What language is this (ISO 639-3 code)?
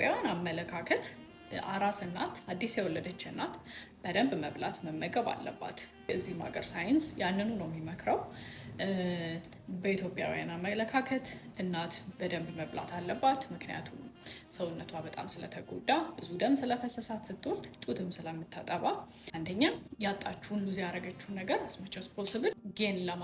amh